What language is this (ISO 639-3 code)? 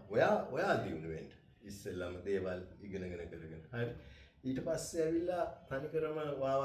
sin